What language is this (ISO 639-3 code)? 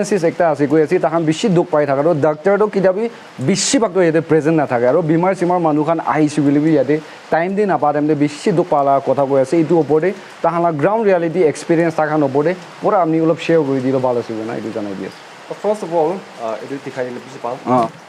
nag